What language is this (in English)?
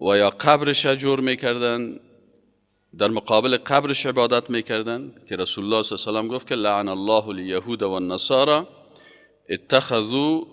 Persian